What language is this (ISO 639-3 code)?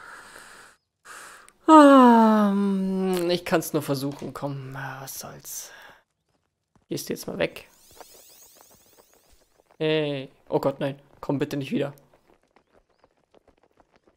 deu